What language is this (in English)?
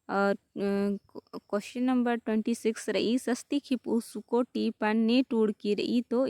Kurukh